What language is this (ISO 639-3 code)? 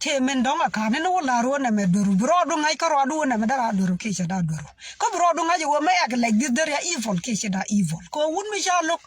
nus